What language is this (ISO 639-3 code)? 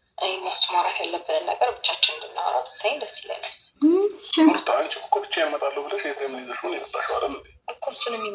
amh